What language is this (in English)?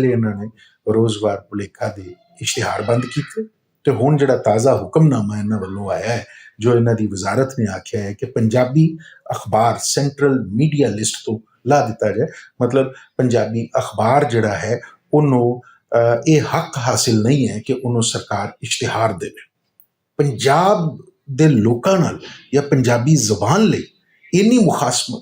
Western Panjabi